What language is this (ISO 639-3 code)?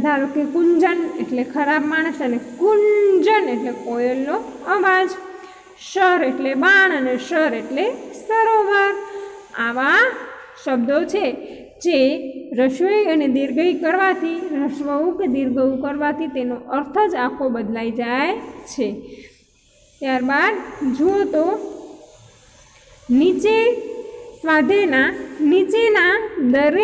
guj